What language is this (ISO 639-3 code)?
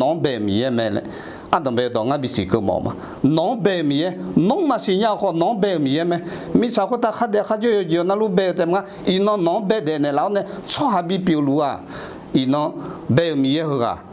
ahk